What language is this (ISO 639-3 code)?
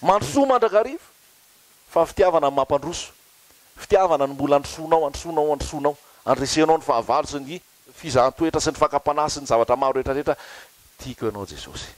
mlg